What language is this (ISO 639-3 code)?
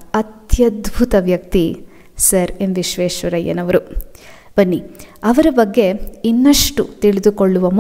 kan